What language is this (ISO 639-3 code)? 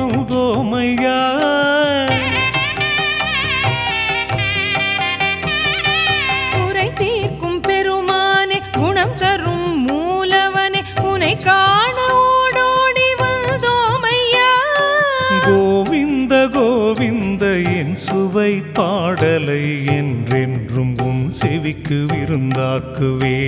tam